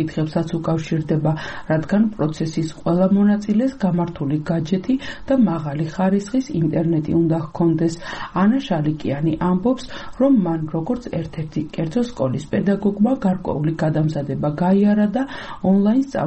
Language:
Georgian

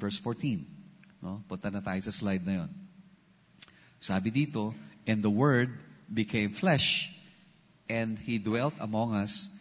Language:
Filipino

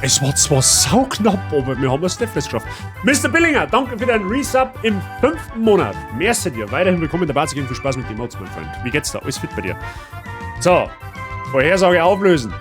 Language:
Bavarian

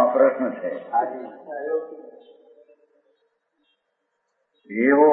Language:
Gujarati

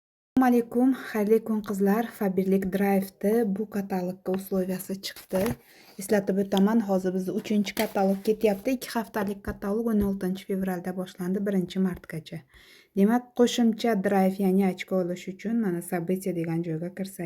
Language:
Uzbek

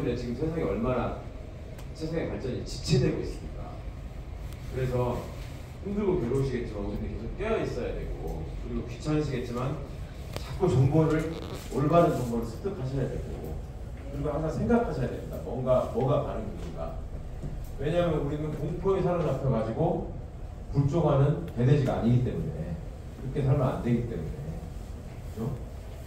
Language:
Korean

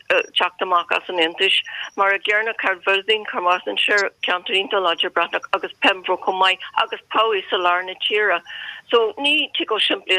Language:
Irish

